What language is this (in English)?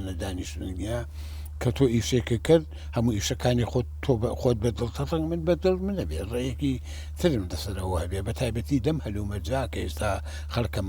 Central Kurdish